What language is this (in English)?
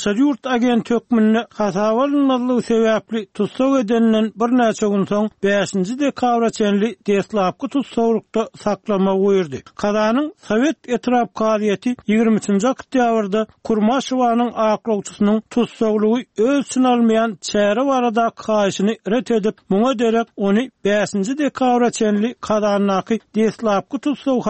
Turkmen